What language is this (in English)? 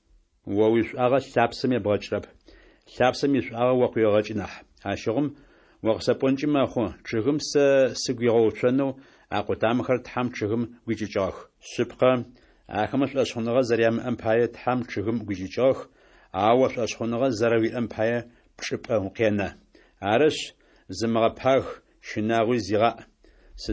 Adyghe